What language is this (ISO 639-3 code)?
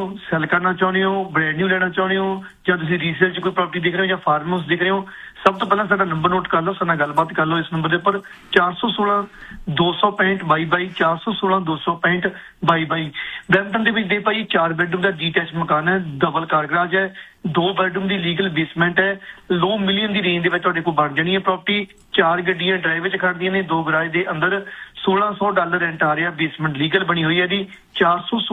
pan